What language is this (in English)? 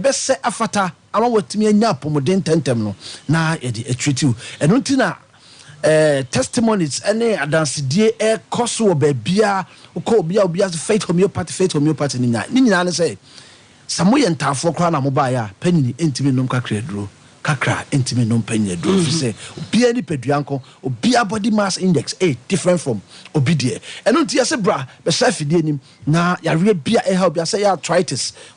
Akan